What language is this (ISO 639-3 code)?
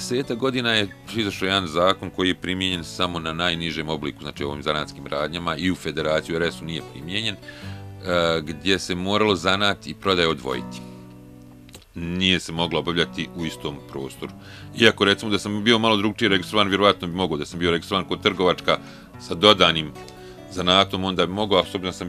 bos